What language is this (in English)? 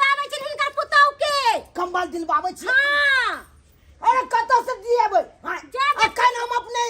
Maithili